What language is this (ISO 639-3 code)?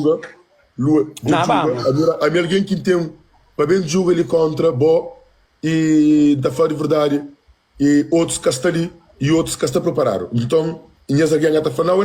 kea